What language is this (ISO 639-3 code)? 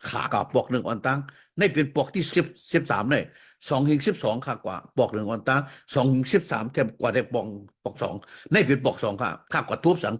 shn